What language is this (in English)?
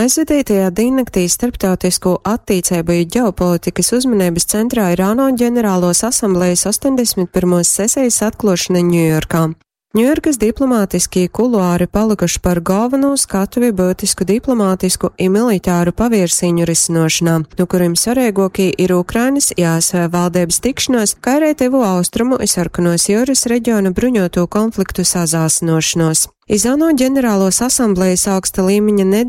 Latgalian